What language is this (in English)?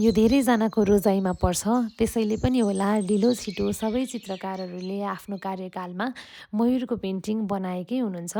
Nepali